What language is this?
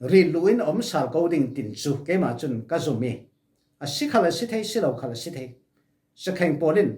Falam Chin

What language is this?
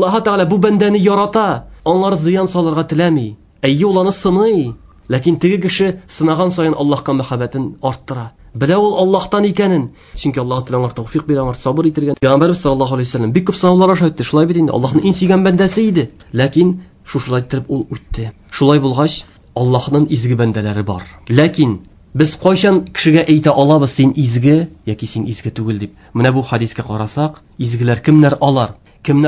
Tatar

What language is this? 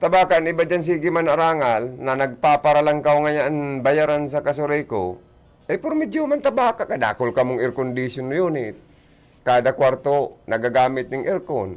Bikol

